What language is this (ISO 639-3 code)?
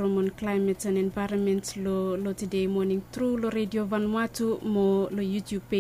bis